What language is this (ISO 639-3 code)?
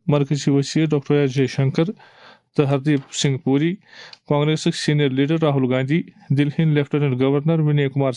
kas